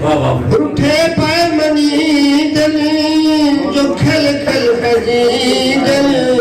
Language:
Saraiki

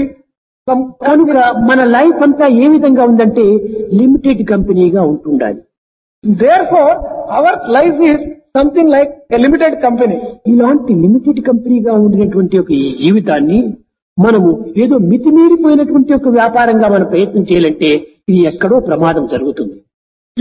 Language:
Telugu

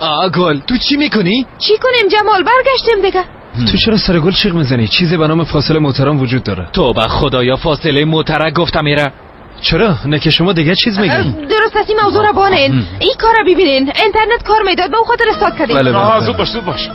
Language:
Persian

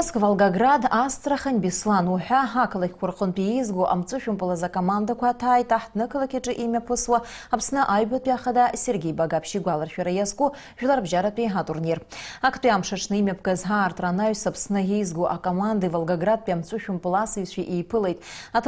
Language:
Abkhazian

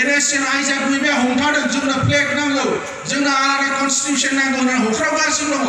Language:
Bodo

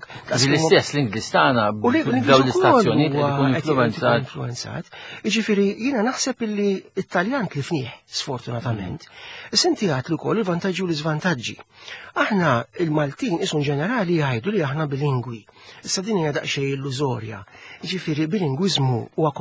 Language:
Maltese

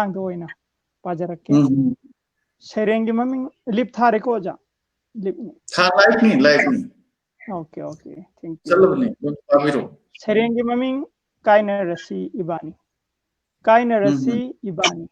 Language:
Manipuri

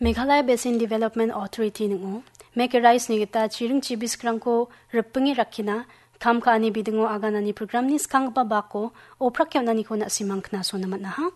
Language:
Garo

